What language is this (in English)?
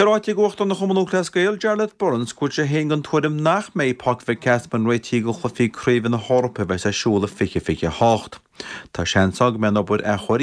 Irish